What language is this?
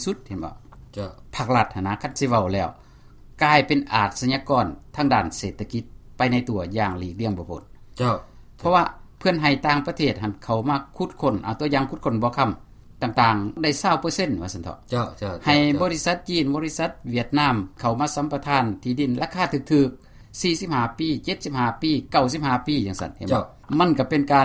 Lao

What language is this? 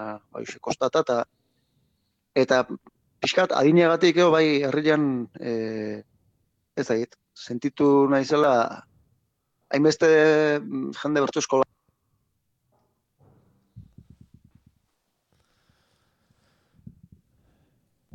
Basque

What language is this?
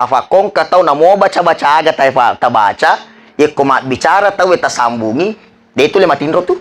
Buginese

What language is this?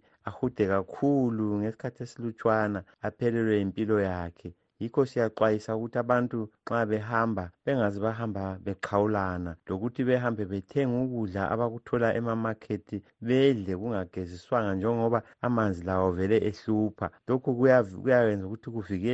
North Ndebele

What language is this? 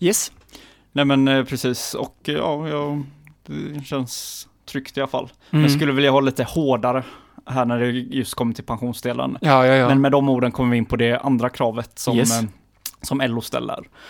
Swedish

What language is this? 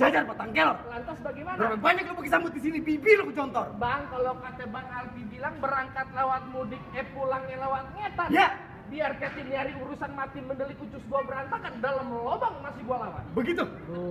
Betawi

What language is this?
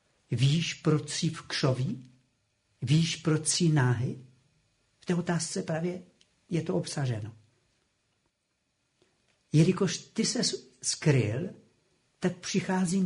Czech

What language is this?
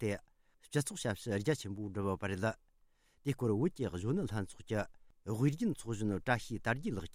Tibetan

